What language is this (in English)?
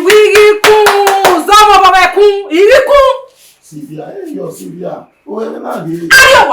Bini